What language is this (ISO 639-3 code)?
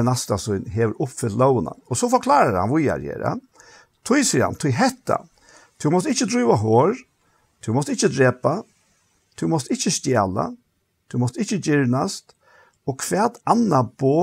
fao